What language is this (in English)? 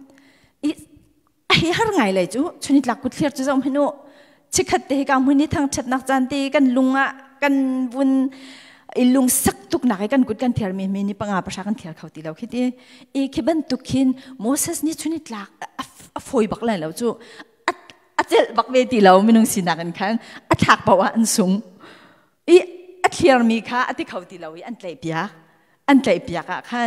Hakha Chin